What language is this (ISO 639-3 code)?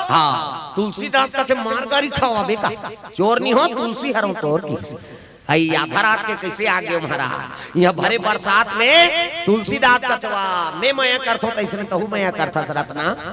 hne